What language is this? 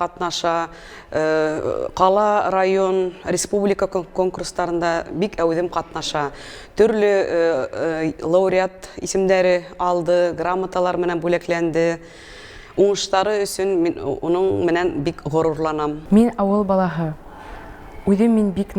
Bashkir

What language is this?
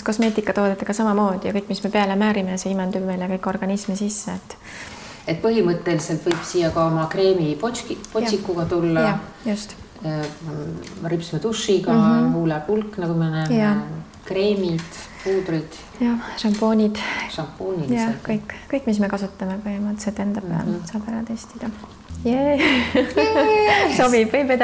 Estonian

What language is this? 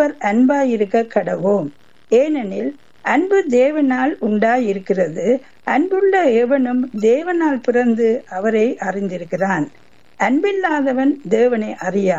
Tamil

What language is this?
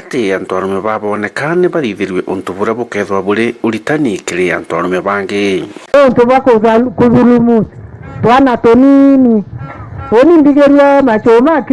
Meru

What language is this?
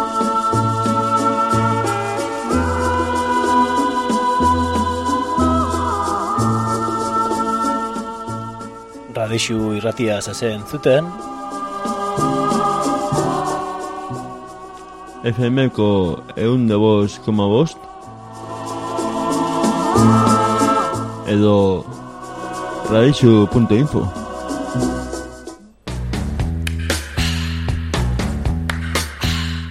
Basque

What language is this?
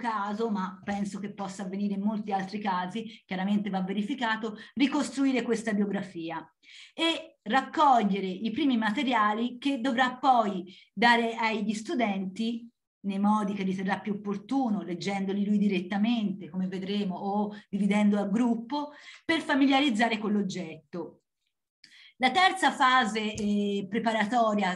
Italian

